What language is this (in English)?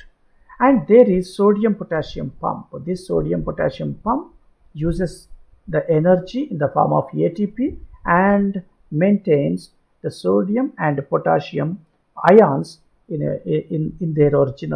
English